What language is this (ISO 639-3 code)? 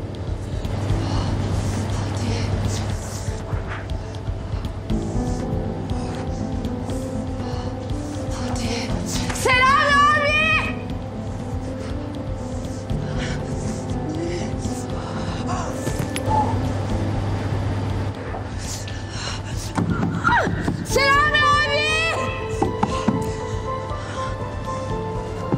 tur